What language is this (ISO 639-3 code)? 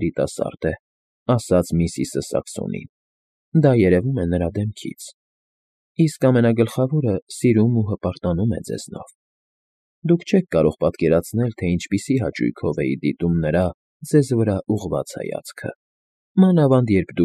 hye